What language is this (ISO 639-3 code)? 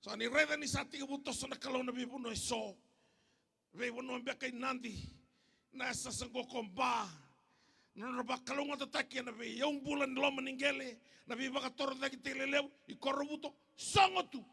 fij